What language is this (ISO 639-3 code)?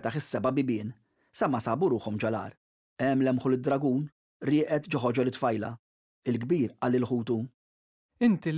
mlt